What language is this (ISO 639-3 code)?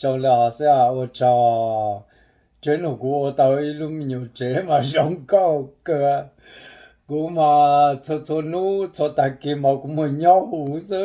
hmn